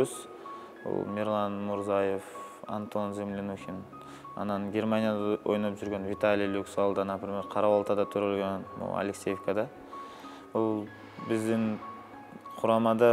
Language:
Kyrgyz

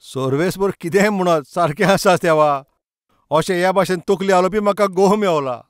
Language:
Konkani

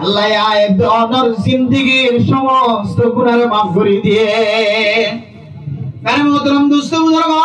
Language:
Rohingya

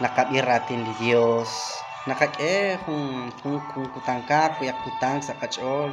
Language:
Kekchí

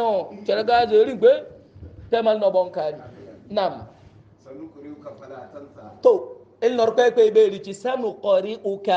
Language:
Hausa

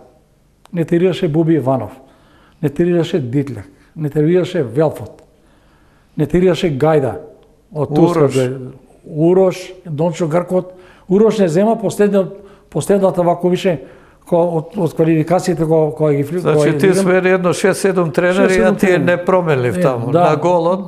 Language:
Macedonian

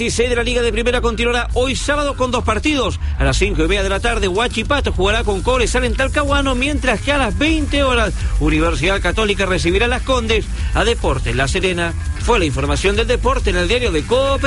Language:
Spanish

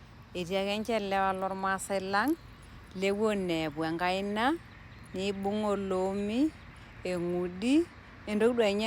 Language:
Masai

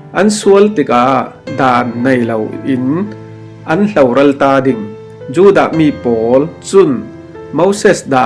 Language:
Falam Chin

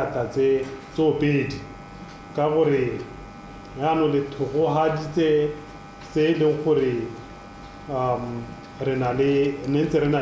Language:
Tswana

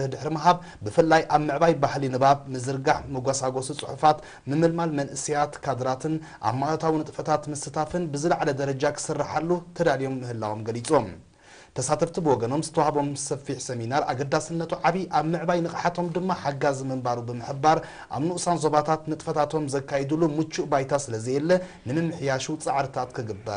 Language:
Tigrinya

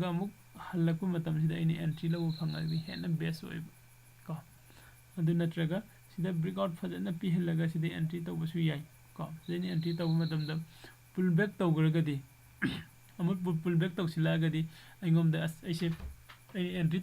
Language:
Manipuri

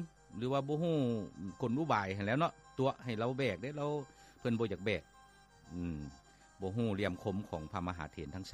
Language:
Lao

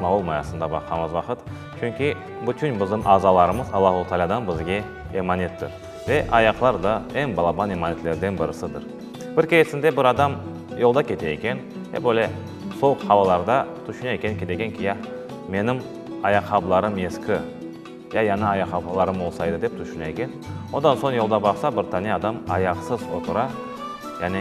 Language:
Crimean Tatar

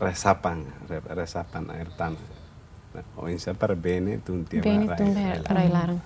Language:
Tetum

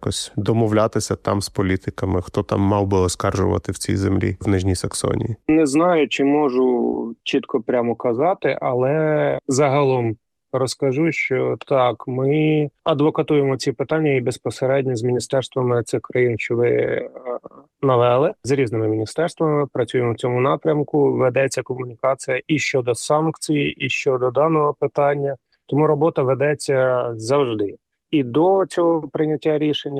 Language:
Ukrainian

